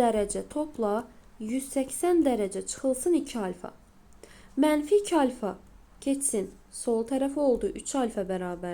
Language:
Azerbaijani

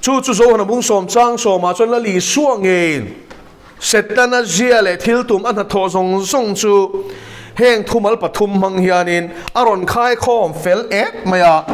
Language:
Mizo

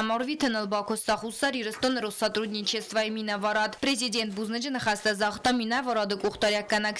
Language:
Ossetic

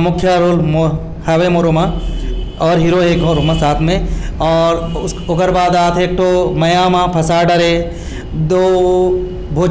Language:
Chhattisgarhi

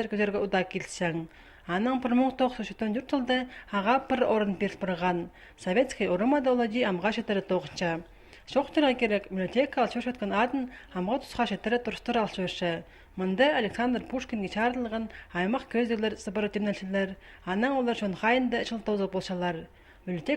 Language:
Khakas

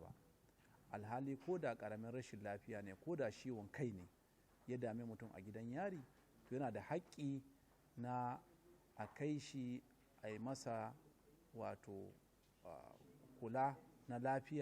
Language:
Hausa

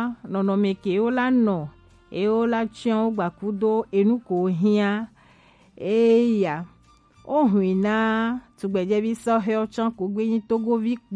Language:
Gen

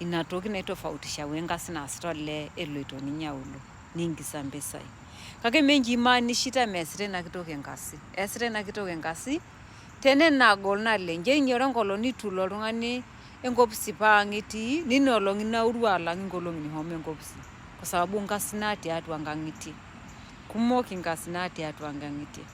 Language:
Masai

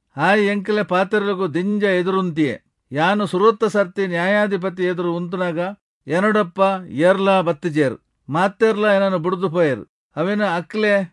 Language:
Tulu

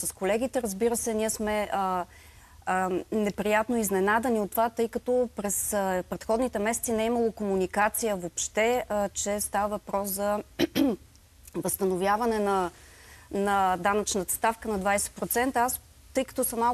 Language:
Bulgarian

